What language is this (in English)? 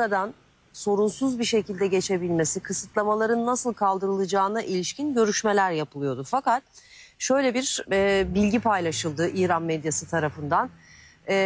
Turkish